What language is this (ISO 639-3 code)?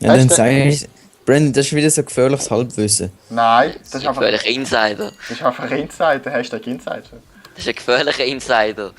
gsw